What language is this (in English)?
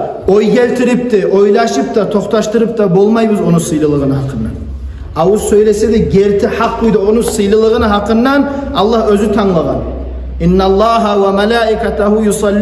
Kumyk